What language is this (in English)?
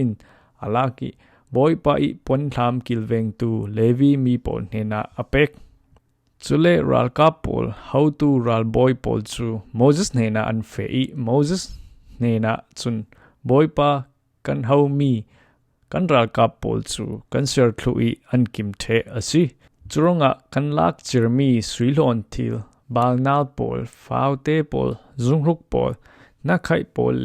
Falam Chin